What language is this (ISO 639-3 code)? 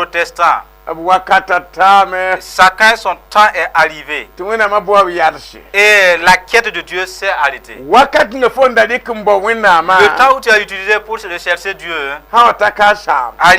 mos